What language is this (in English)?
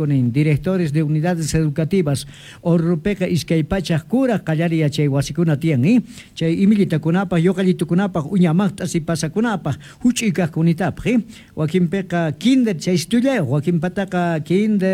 Quechua